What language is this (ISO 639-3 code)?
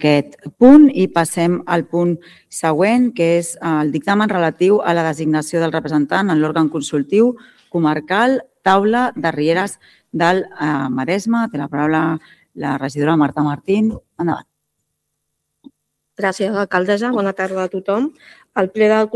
cat